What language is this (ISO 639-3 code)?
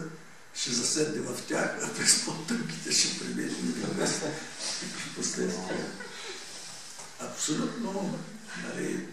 bul